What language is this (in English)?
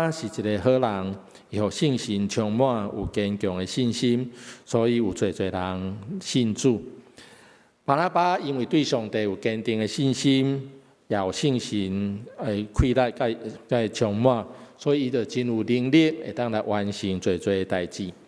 Min Nan Chinese